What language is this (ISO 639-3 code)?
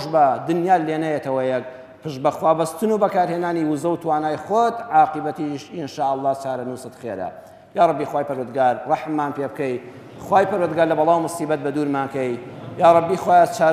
ckb